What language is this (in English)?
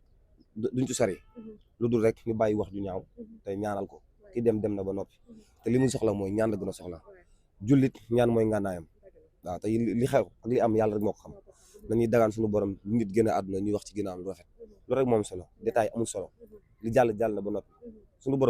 Wolof